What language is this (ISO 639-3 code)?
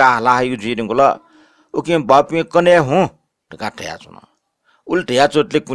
new